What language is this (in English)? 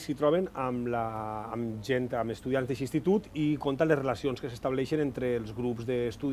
Catalan